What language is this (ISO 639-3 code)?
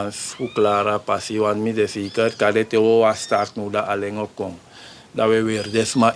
srn